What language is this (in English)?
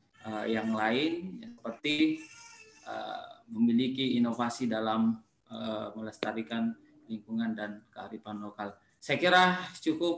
Indonesian